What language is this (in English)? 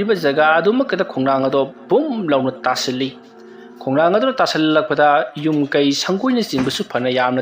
Manipuri